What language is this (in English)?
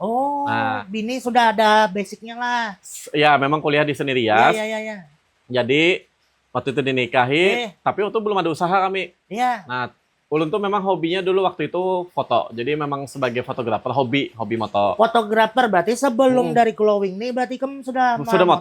Banjar